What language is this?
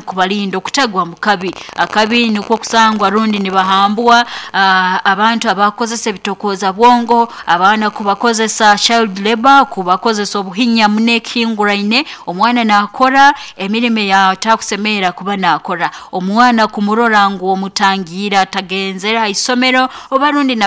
Nyoro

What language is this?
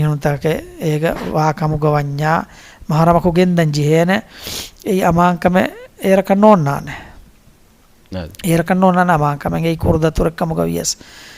Divehi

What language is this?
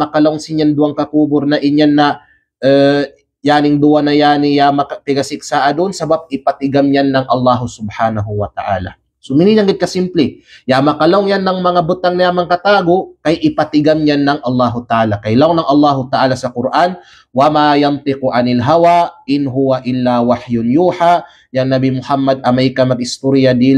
Kalagan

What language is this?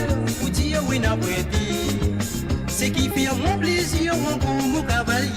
Morisyen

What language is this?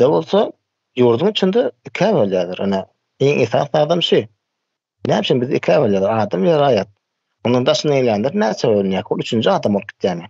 Turkmen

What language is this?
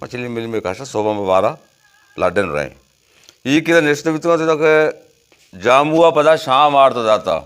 Baluchi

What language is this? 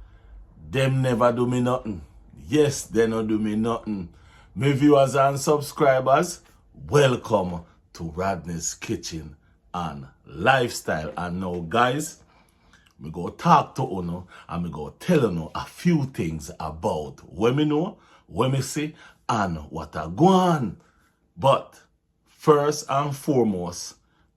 Jamaican Creole English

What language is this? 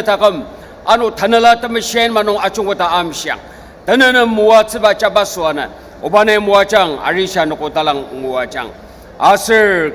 Ao Naga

